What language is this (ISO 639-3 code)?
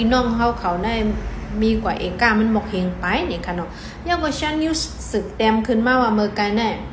shn